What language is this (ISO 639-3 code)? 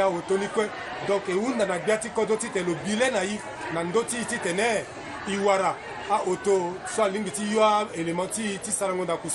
sag